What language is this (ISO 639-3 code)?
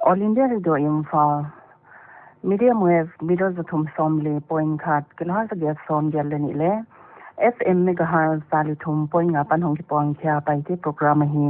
pck